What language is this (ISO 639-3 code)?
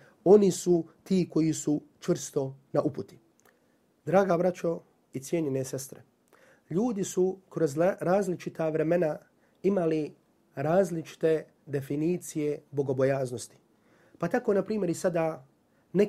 bos